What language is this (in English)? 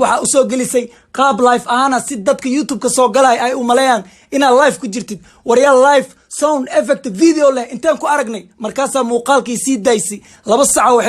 Somali